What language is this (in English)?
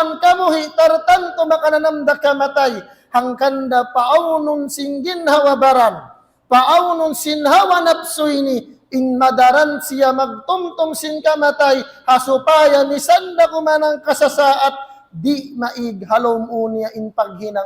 Tausug